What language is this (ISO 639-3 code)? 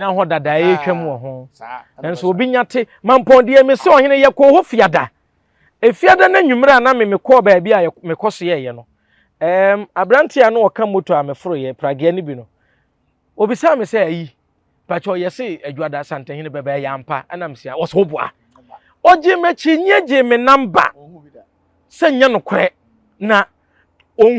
aka